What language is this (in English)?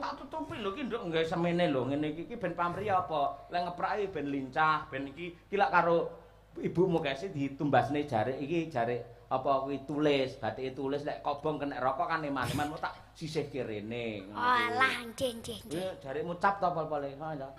Javanese